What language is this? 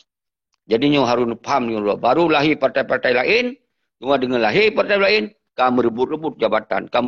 Achinese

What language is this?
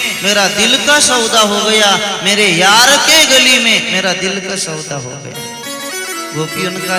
Marathi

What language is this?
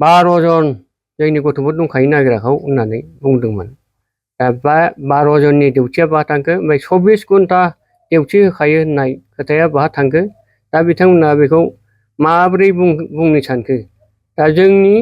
Bodo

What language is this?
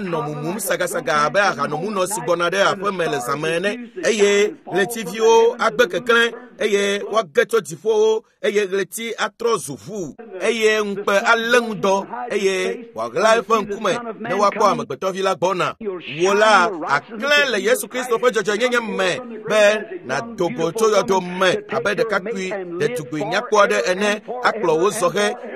Ewe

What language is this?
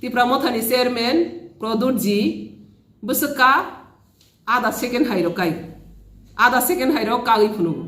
Kok Borok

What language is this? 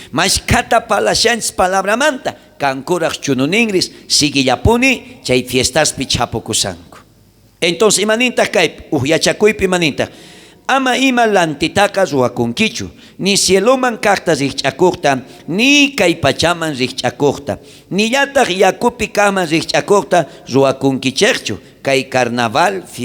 South Bolivian Quechua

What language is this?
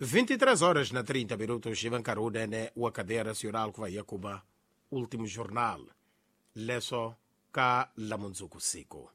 Tsonga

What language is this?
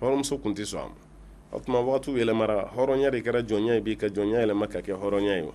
Bambara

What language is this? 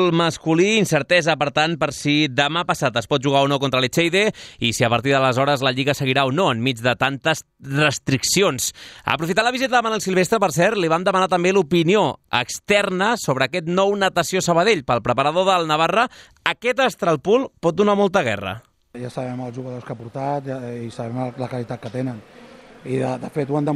Catalan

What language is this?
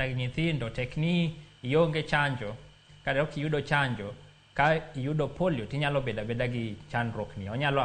Luo (Kenya and Tanzania)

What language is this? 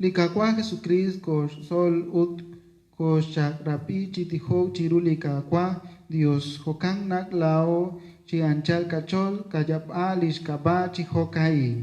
Kekchí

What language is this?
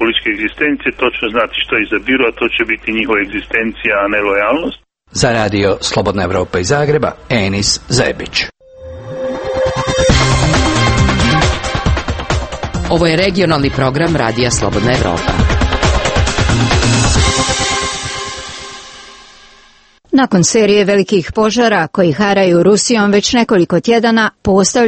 Croatian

